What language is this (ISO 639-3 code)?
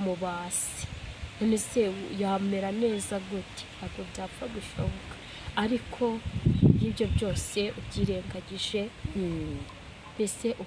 kin